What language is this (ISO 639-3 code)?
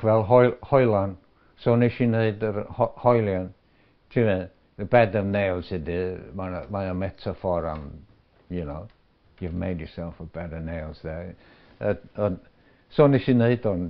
cym